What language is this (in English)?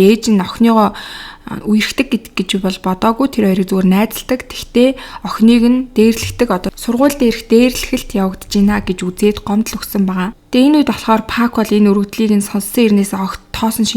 Mongolian